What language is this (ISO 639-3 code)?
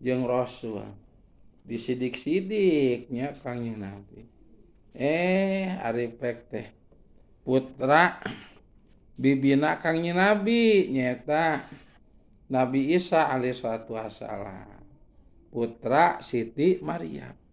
sun